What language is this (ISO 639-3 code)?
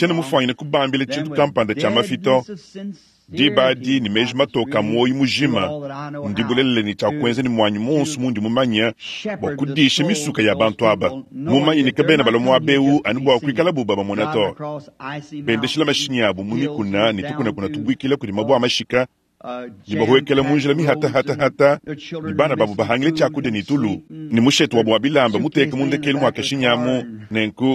lua